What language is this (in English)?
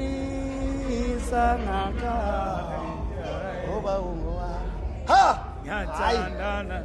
Zulu